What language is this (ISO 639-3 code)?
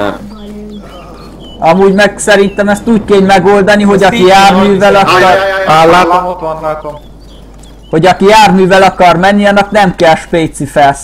hun